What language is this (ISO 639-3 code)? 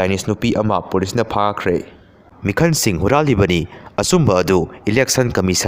mni